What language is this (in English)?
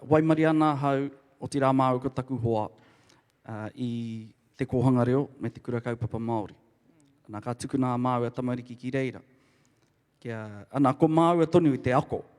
Māori